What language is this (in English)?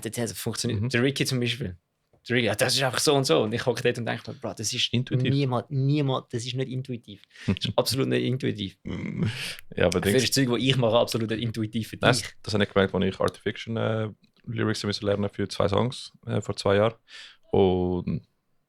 Swiss German